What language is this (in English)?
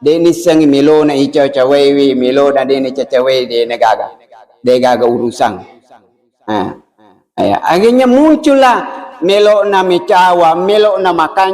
Buginese